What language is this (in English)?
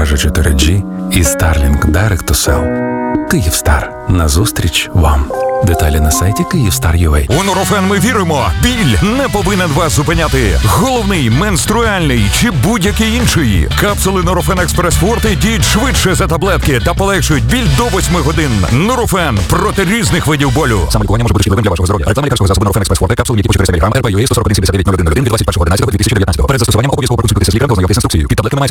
Ukrainian